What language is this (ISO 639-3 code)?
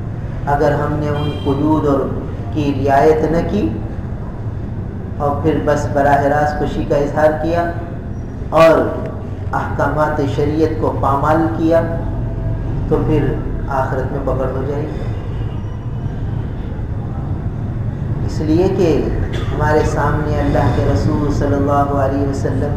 urd